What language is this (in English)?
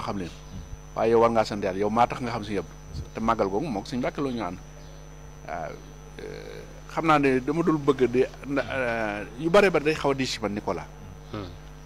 Wolof